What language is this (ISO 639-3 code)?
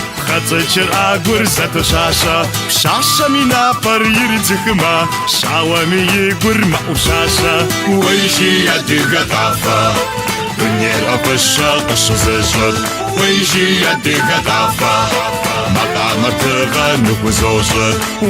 kbd